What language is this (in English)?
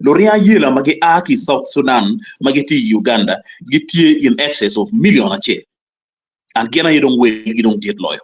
Acoli